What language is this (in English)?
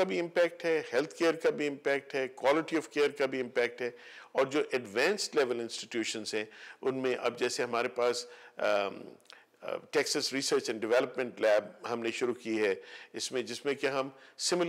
Urdu